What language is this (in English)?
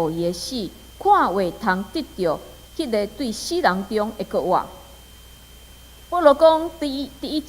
Min Nan Chinese